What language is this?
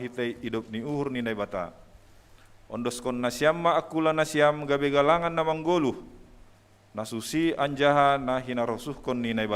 Batak Simalungun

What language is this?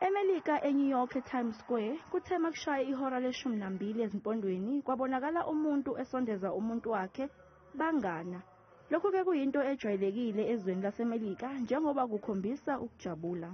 Zulu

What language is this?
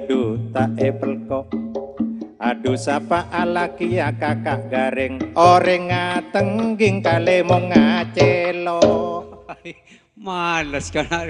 Madurese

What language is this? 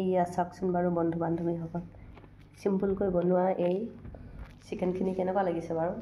Assamese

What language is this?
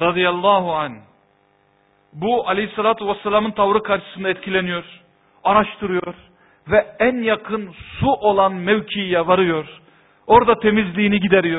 Turkish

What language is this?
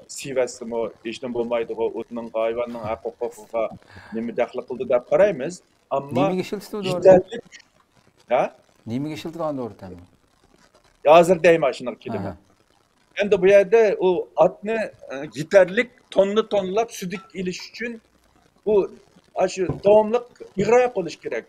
Uyghur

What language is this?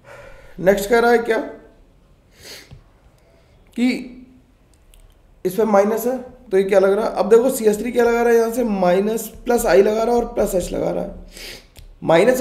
Hindi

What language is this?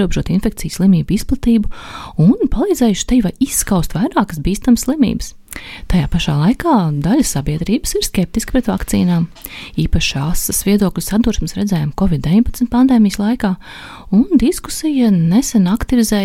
Latvian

